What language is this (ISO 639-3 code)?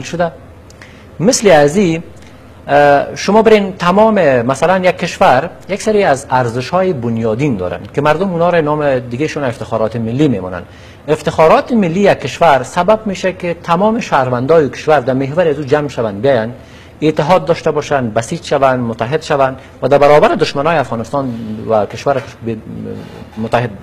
fas